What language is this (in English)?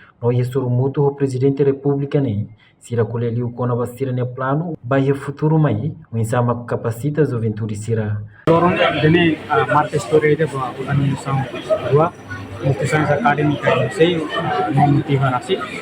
Tetum